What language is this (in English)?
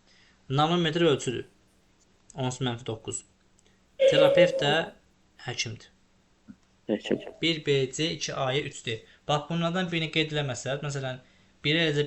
Azerbaijani